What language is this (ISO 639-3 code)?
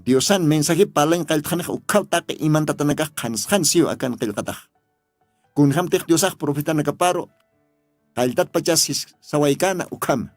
aym